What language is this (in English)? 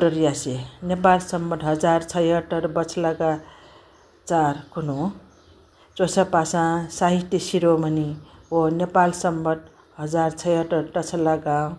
Newari